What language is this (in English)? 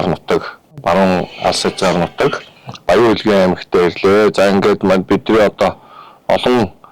Mongolian